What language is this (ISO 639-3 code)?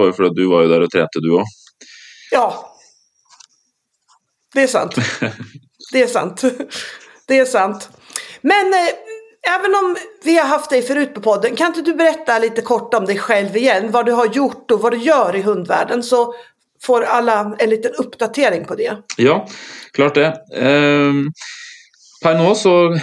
nor